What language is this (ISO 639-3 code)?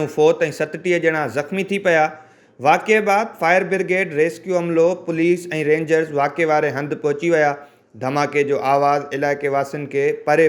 snd